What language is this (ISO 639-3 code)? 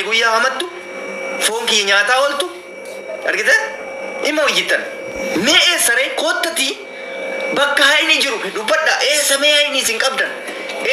orm